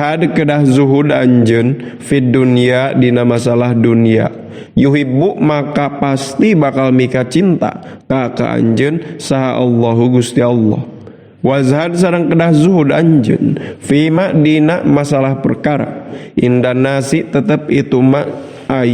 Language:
Sundanese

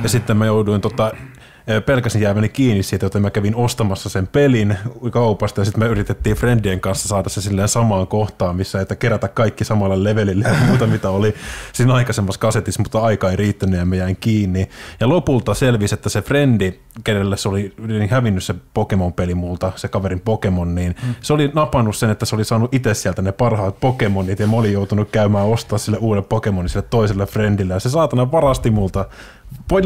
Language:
Finnish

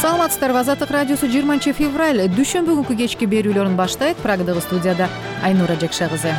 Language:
Kyrgyz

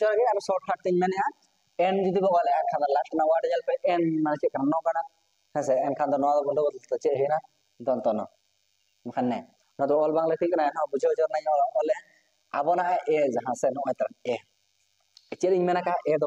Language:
Santali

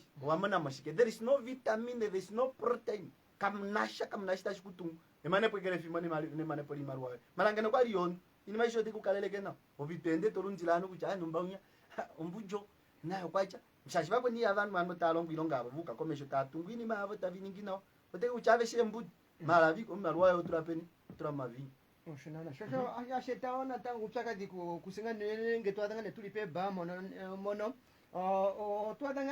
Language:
Kuanyama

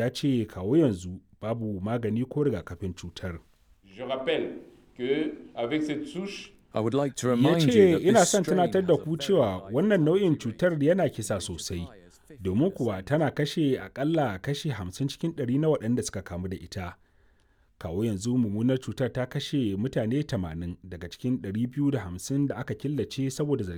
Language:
Hausa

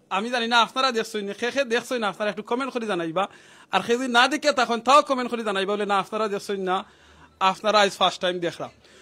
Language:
Sylheti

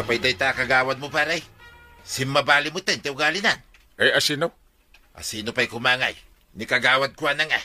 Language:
Iloko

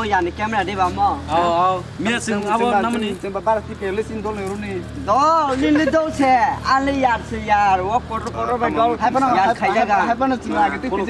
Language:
Kok Borok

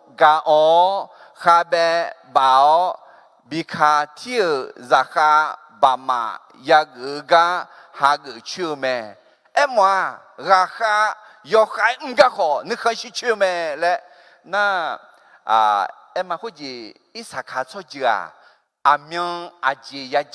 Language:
Akha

